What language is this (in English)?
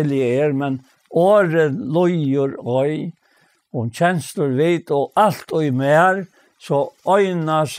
Faroese